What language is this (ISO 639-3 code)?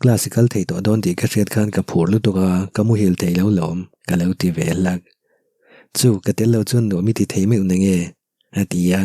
lus